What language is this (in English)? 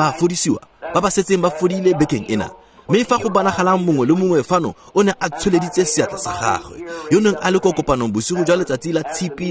Tswana